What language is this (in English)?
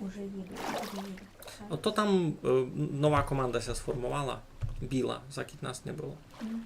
Rusyn